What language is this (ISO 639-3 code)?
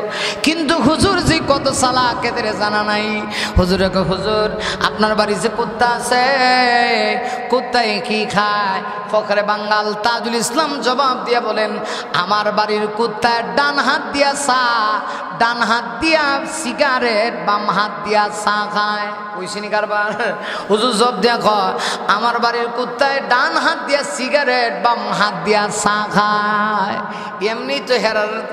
ben